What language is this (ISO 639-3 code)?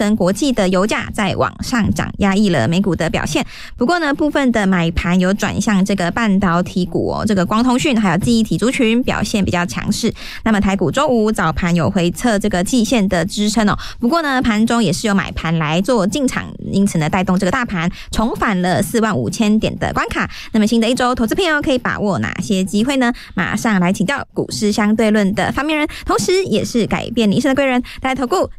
zho